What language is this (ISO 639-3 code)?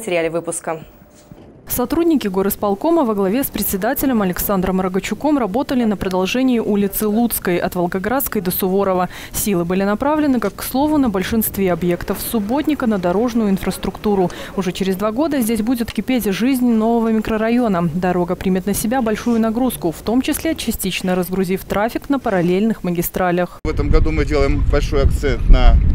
rus